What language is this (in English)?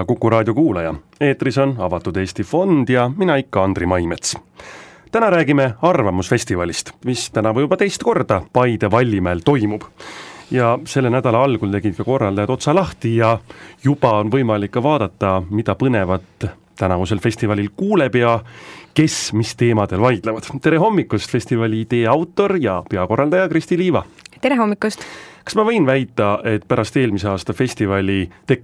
Estonian